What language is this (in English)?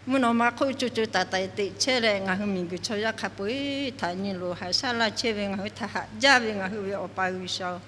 Lahu